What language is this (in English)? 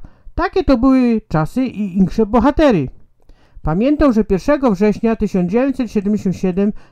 Silesian